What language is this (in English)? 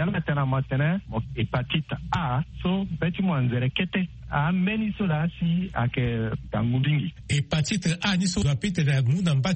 Sango